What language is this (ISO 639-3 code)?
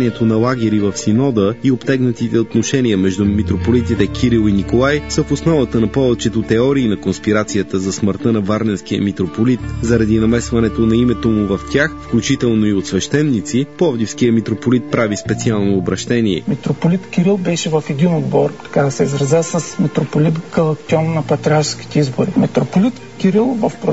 bul